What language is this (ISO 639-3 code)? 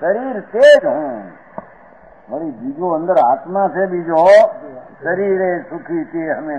guj